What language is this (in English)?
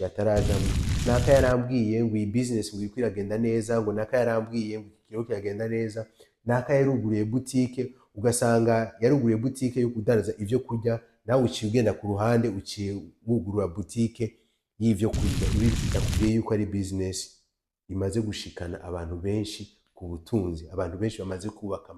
Rundi